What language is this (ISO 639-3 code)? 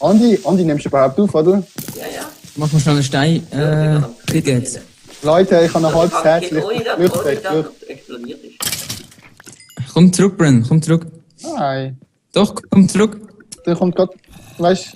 gsw